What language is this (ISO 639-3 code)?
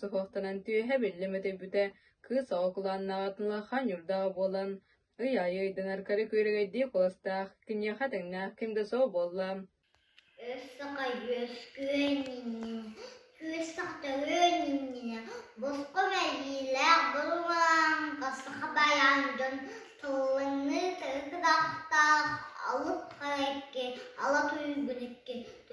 sah